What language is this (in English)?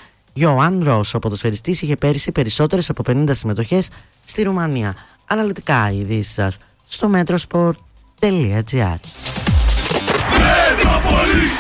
Greek